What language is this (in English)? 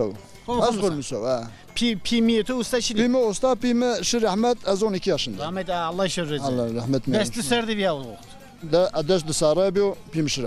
Zaza